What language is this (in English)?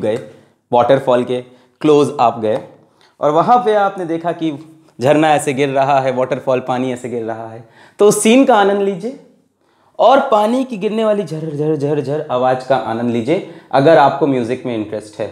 Hindi